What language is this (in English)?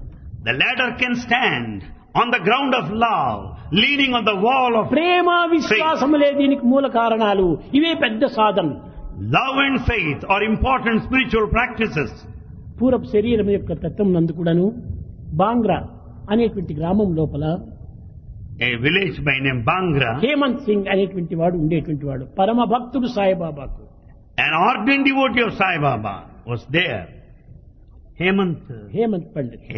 Telugu